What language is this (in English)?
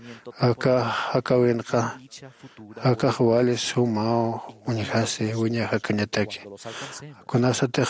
Aymara